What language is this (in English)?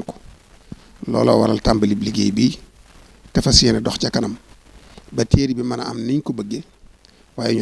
Wolof